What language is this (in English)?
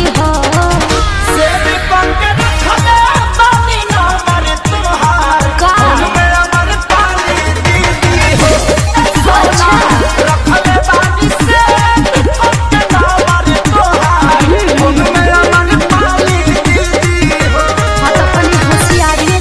Bhojpuri